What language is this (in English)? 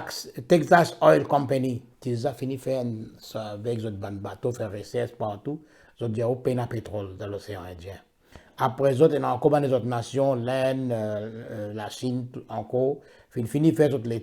Morisyen